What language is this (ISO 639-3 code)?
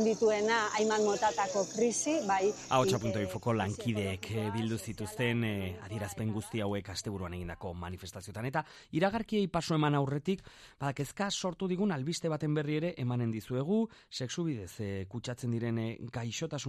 eus